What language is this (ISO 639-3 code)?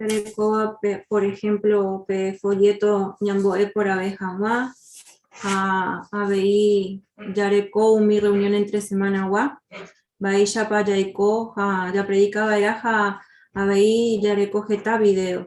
grn